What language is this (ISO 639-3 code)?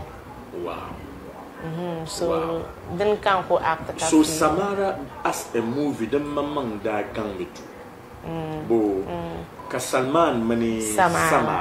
dag